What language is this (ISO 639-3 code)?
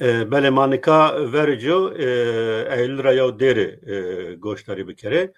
zza